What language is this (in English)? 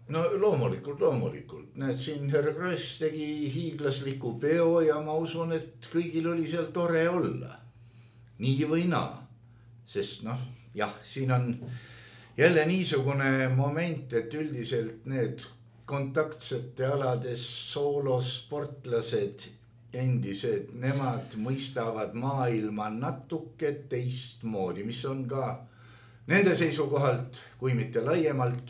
Estonian